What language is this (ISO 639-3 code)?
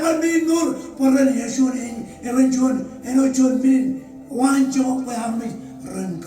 mah